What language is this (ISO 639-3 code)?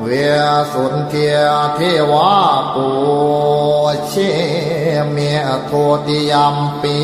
pli